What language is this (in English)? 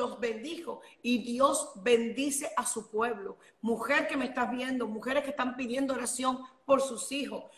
Spanish